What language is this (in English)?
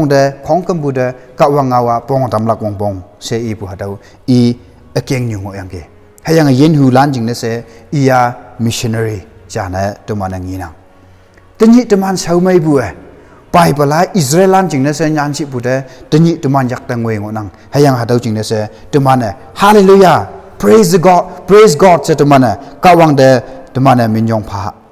Konyak Naga